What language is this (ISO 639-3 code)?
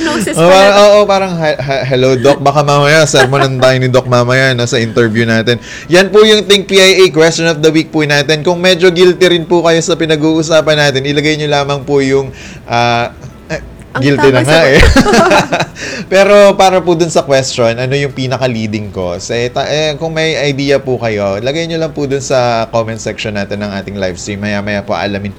fil